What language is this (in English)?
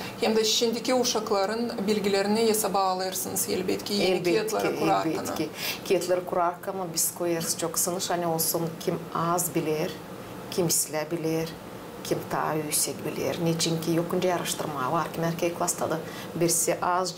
Gagauz